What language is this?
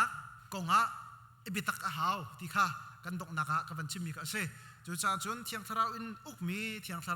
Hakha Chin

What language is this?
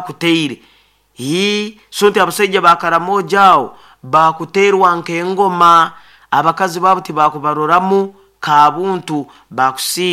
Nyoro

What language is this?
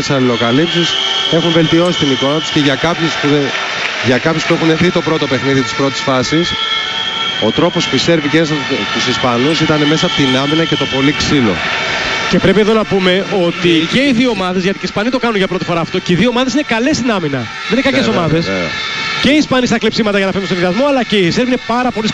Greek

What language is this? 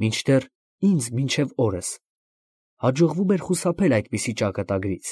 Armenian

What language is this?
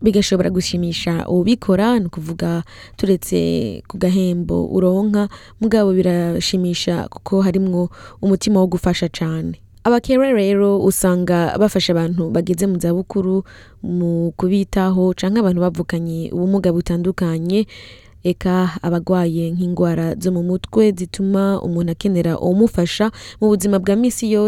Rundi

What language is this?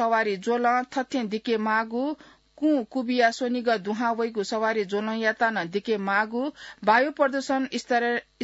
Newari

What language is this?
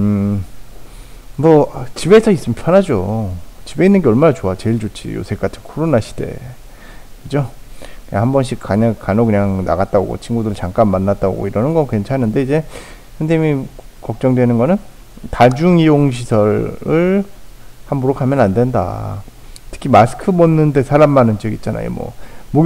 Korean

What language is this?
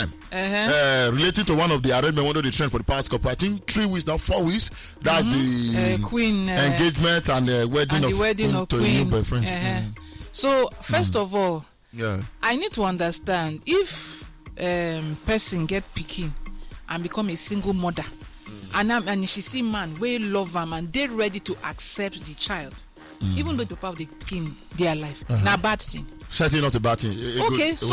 Nigerian Pidgin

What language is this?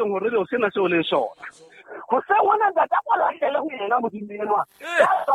Southern Sotho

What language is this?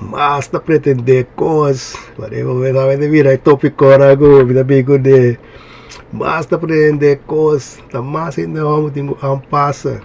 Papiamento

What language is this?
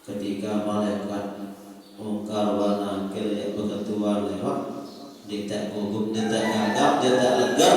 Sasak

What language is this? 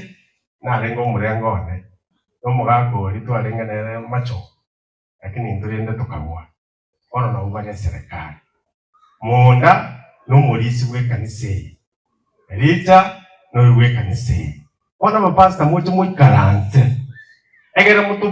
Gusii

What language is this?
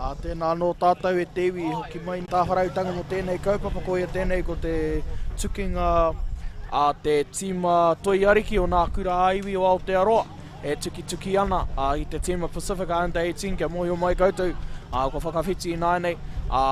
Māori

